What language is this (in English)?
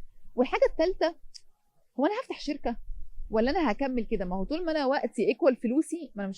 Egyptian Arabic